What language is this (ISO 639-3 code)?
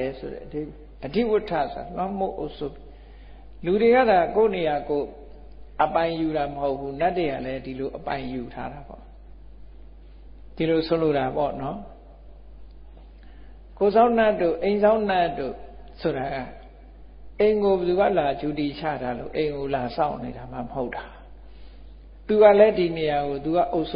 mya